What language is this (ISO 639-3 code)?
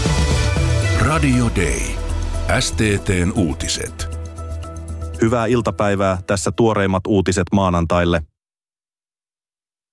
fin